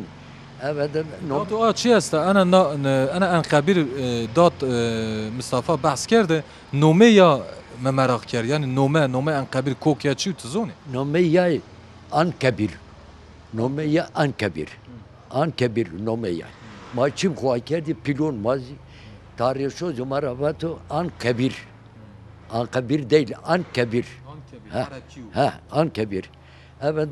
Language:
Zaza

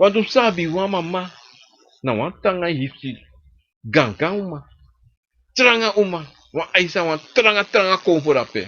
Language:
Sranan Tongo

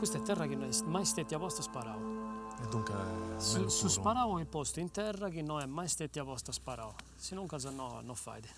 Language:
Sardinian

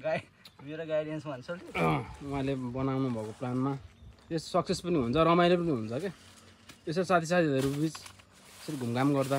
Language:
Nepali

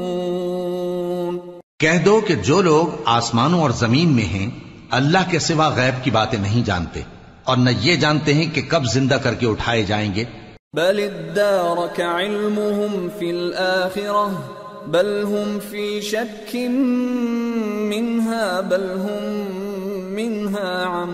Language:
Urdu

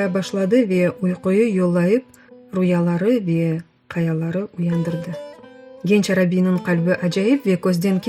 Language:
Crimean Tatar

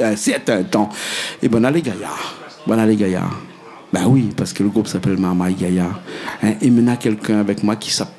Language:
Réunion Creole French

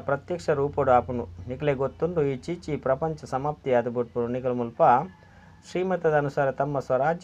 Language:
Tulu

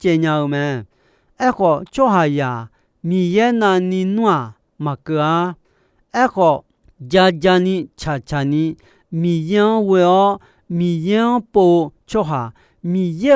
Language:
Akha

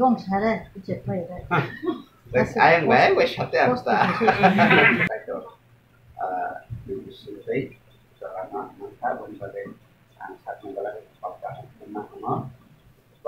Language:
Kok Borok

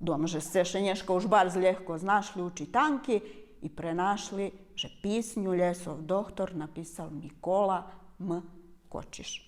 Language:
Rusyn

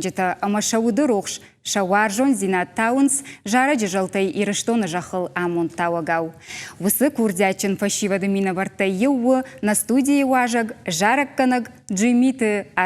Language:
Ossetic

